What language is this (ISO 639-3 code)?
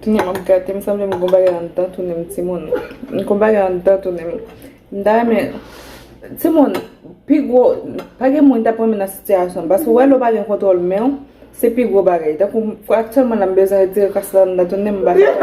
hat